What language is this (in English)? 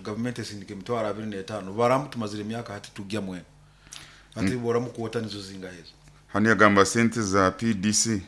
Nyoro